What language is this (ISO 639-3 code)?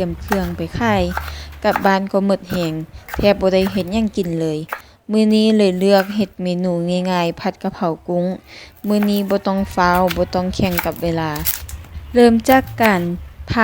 lao